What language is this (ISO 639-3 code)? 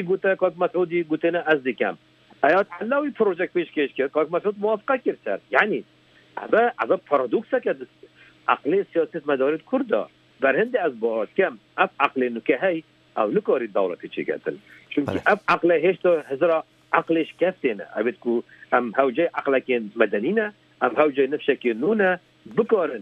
kur